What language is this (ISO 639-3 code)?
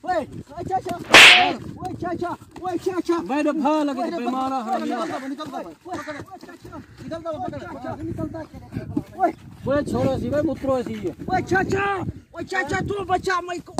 skr